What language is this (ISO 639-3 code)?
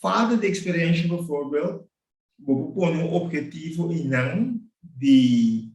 pap